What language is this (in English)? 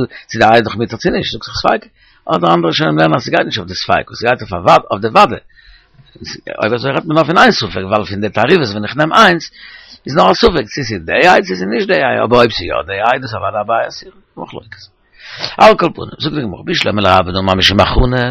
Yiddish